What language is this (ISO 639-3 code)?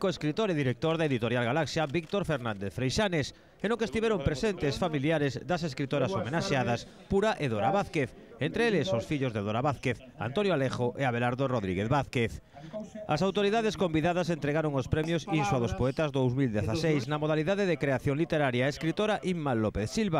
glg